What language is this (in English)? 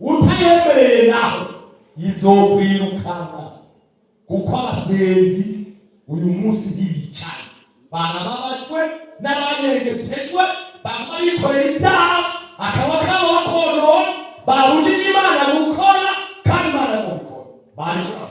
Rundi